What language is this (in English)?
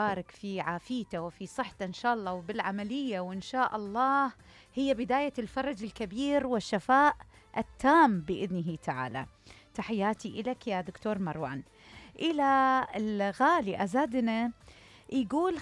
Mesopotamian Arabic